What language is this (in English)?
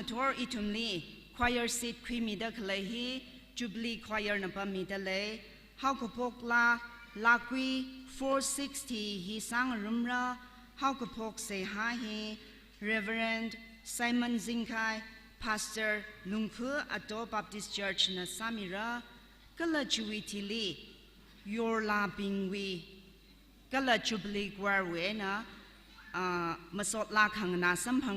Tangkhul Naga (India)